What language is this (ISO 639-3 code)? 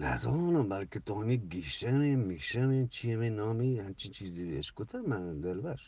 bgp